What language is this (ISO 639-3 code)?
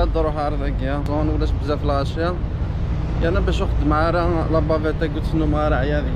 kab